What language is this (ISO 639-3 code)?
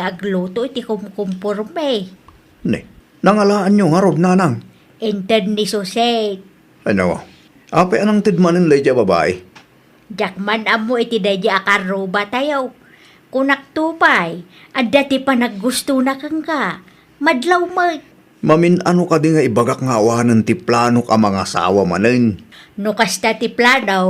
ilo